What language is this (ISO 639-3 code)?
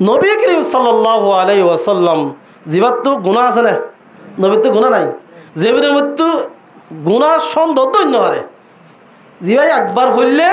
rhg